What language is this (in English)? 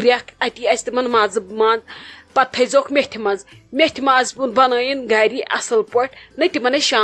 Kashmiri